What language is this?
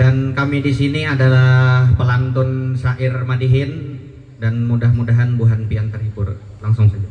Banjar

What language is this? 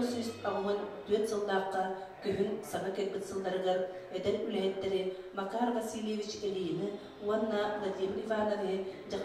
Yakut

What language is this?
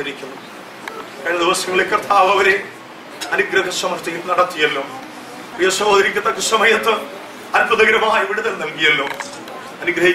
Malayalam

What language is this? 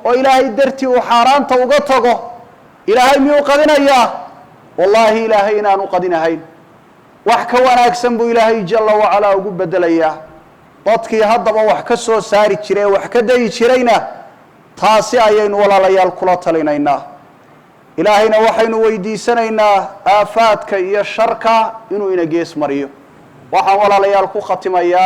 Somali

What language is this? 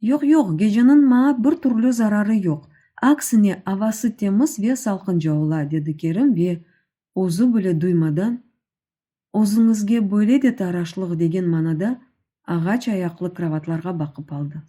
Crimean Tatar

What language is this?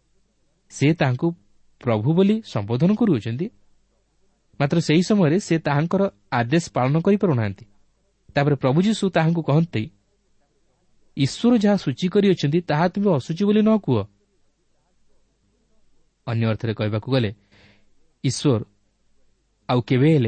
Odia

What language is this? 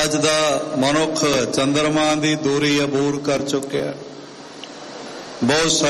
Punjabi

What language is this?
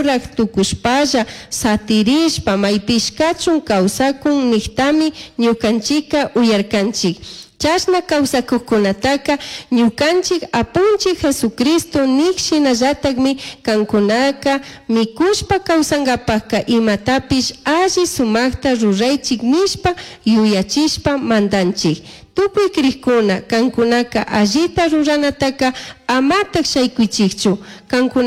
Chimborazo Highland Quichua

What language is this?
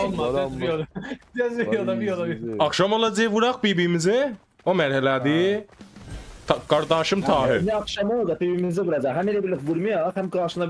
South Azerbaijani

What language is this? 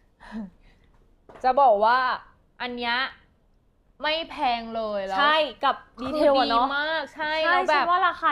Thai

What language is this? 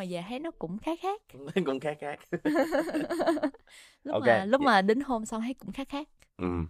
Vietnamese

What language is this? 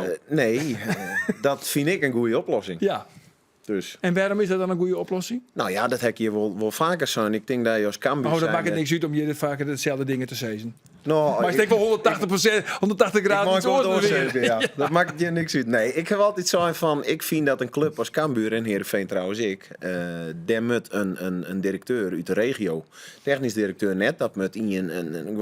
Western Frisian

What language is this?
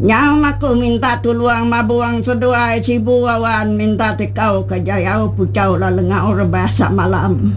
Iban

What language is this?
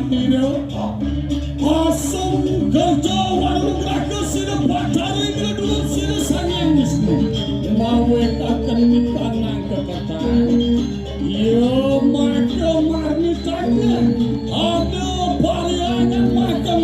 Balinese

